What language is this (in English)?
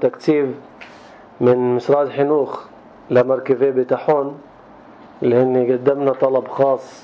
North Levantine Arabic